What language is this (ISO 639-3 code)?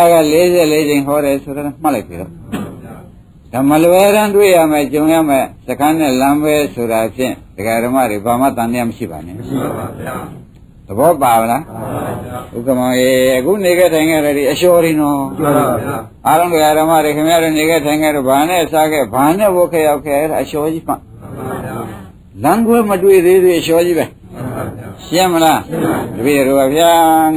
mya